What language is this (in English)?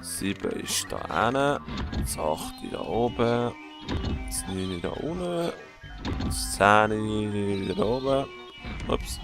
Swiss German